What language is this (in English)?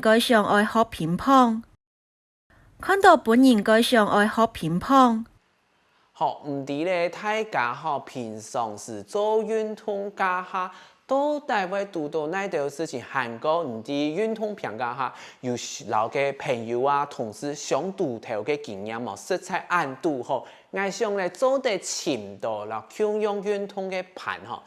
Hakka Chinese